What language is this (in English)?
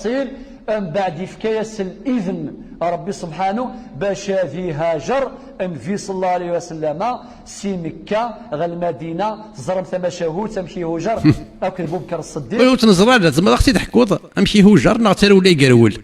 Kabyle